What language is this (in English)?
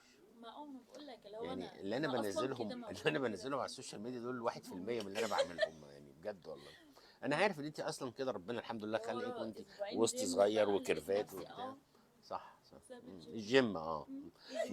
Egyptian Arabic